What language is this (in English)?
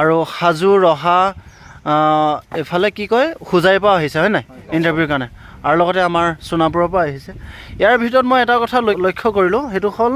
Assamese